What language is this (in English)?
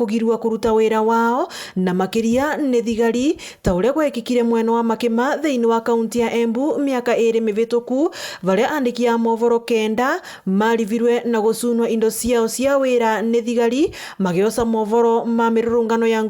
Meru